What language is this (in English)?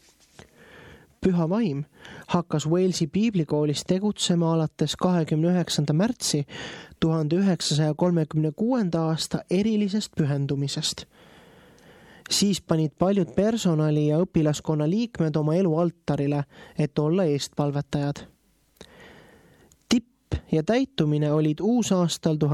Estonian